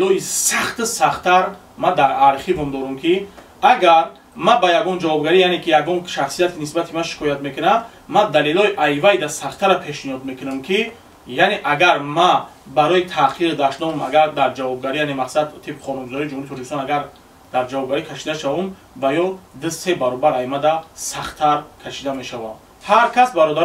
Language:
Tajik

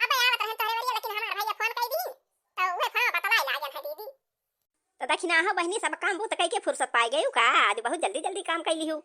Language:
Awadhi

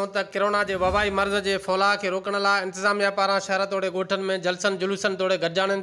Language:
Sindhi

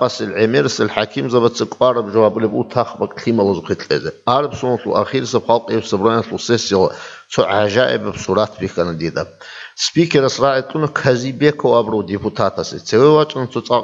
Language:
Avaric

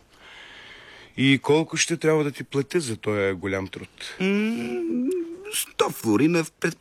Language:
Bulgarian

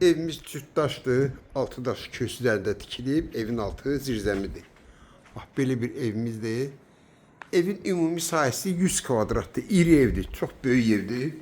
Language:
Azerbaijani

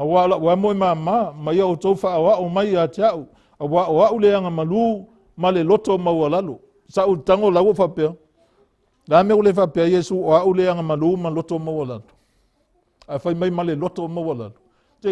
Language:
Samoan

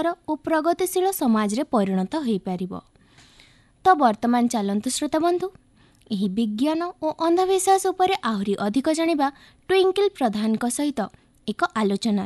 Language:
Odia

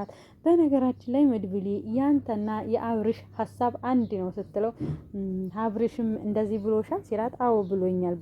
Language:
Amharic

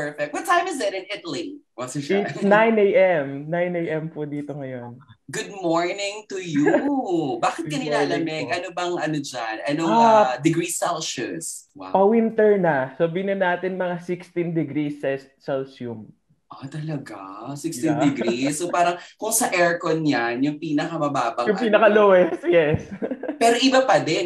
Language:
Filipino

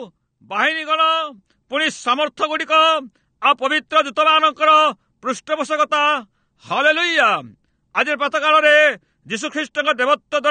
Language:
Odia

